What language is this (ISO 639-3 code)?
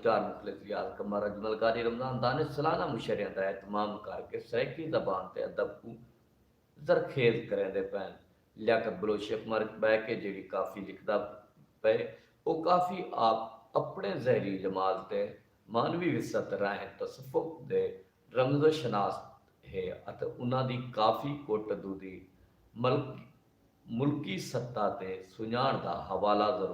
skr